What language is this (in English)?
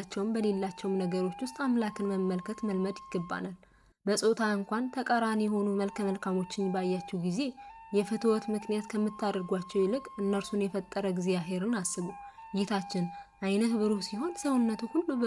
Amharic